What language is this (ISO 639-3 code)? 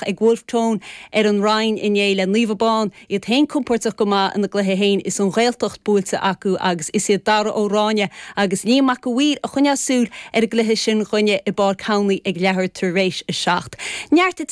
gle